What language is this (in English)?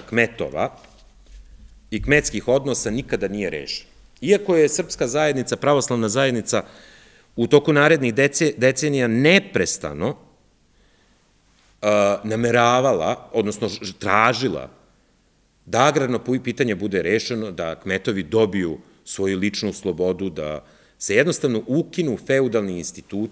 Serbian